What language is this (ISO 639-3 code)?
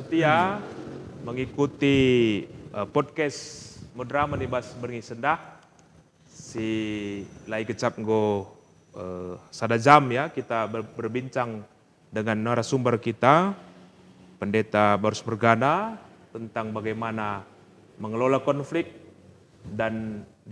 btx